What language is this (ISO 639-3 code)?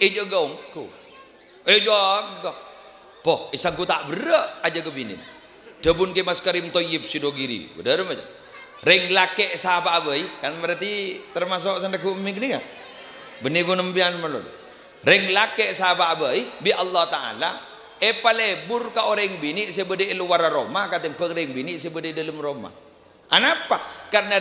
mad